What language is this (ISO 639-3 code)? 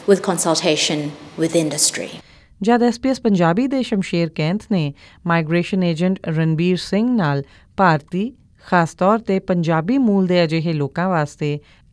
pan